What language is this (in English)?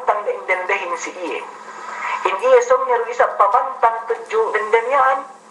Yakan